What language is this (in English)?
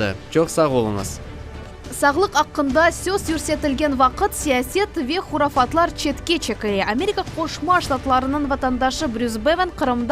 Crimean Tatar